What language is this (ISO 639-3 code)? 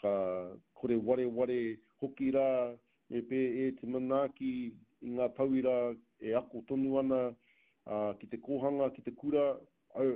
mri